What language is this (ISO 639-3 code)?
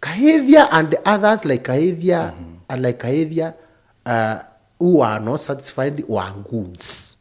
mer